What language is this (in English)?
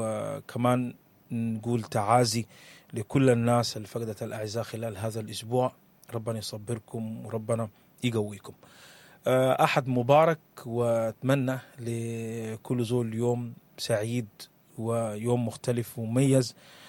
Sudanese Arabic